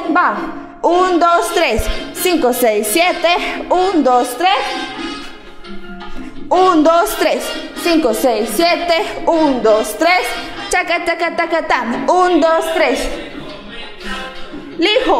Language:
Spanish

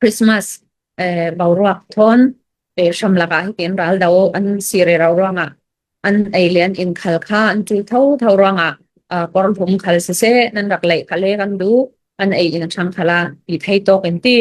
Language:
Hakha Chin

